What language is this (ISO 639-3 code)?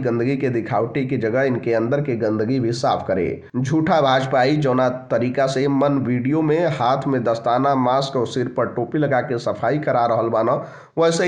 bho